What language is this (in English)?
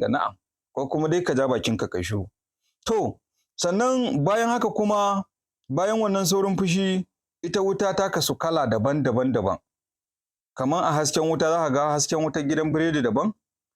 Hausa